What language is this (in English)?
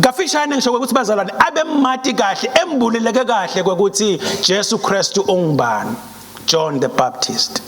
Swati